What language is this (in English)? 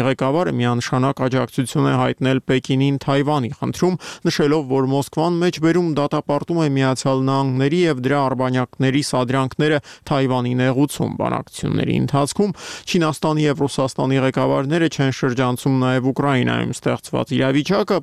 Armenian